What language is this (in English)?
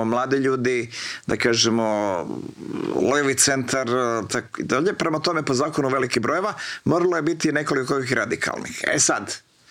Croatian